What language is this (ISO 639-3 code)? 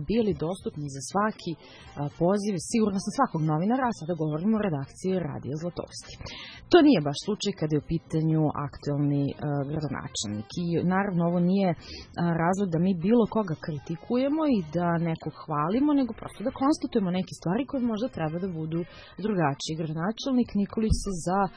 srp